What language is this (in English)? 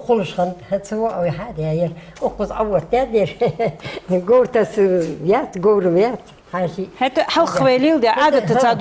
Ingush